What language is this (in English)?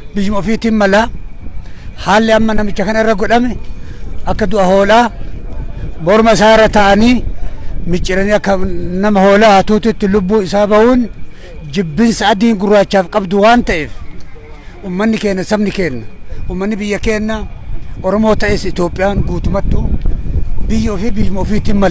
Oromo